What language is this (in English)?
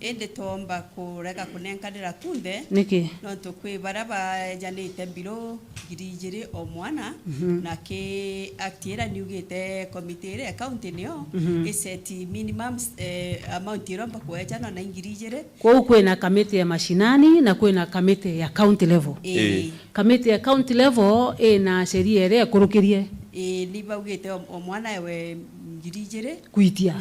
Meru